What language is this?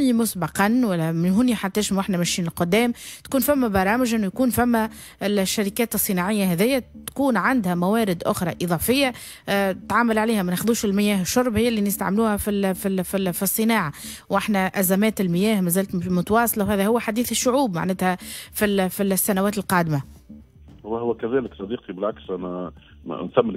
Tunisian Arabic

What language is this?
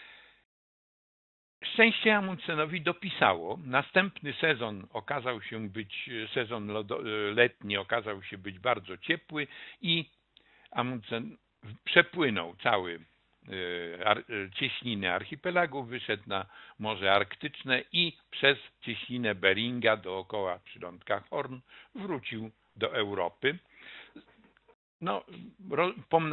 Polish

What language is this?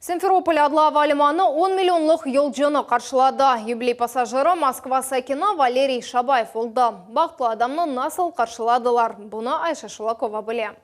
Crimean Tatar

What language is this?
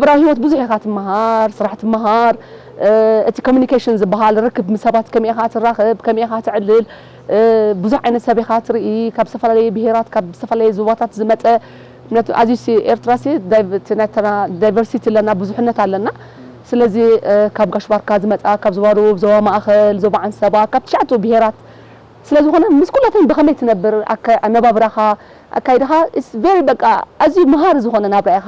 Tigrinya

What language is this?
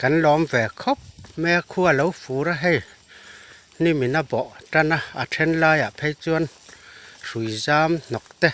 Mizo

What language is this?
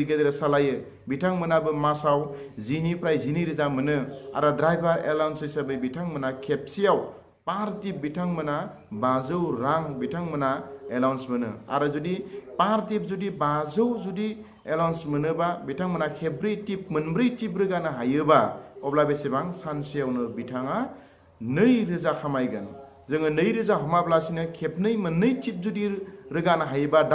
Bodo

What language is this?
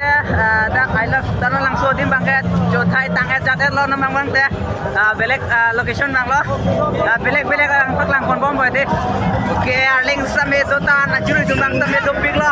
Karbi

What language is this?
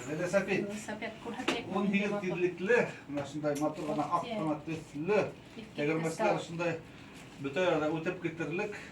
Bashkir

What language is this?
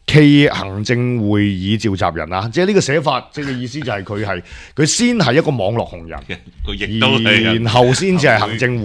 Cantonese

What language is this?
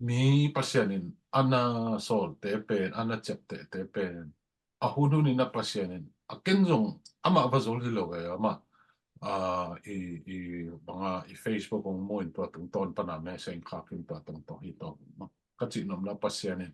Tedim Chin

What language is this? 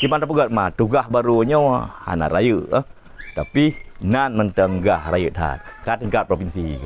Achinese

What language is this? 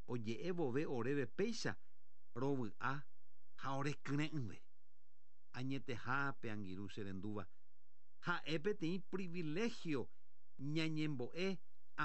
Guarani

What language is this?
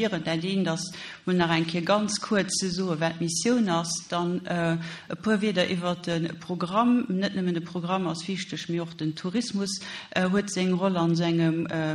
Luxembourgish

